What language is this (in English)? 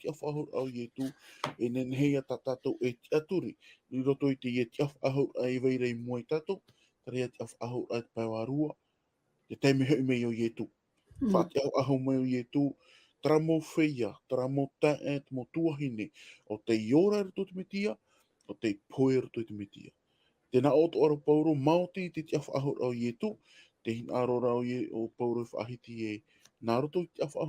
Tahitian